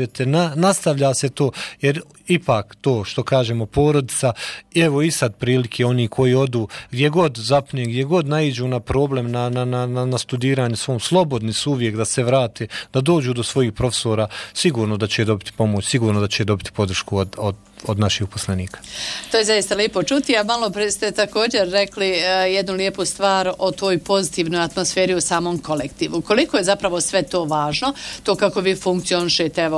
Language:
Bosnian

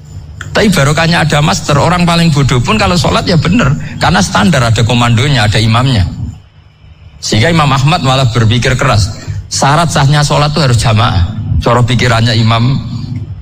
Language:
Indonesian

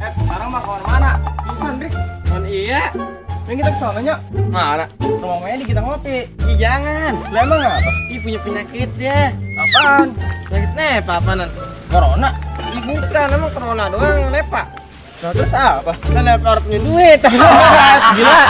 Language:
Betawi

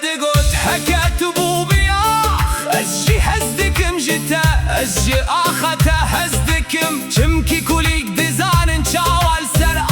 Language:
Kurdish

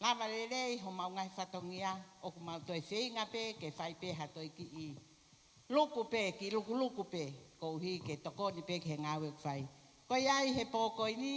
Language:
Tongan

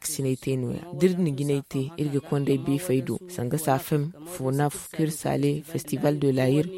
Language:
Zarma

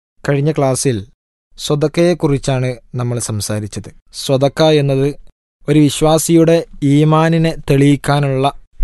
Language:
Malayalam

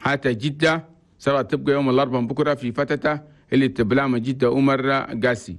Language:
Chadian Arabic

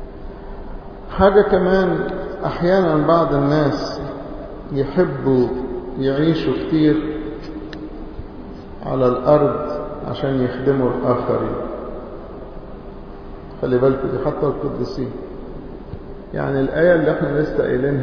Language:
Egyptian Arabic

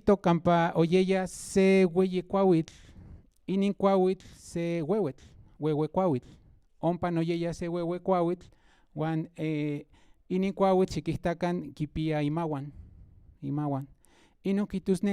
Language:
Central Nahuatl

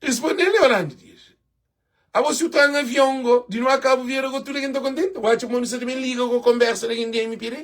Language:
Kabuverdianu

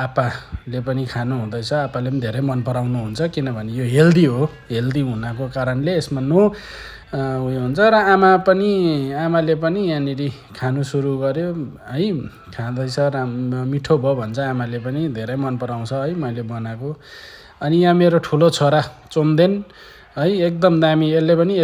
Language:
Nepali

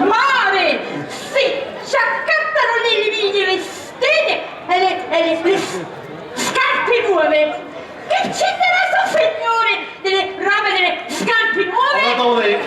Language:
Sicilian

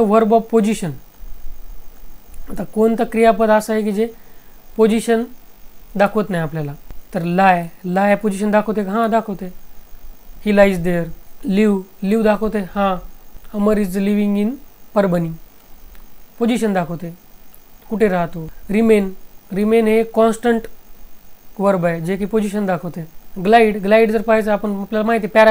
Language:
Marathi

